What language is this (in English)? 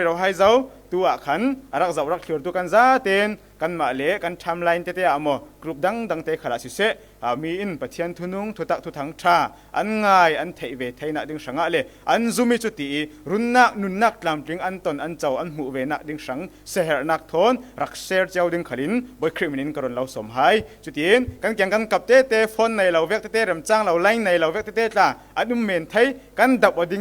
Falam Chin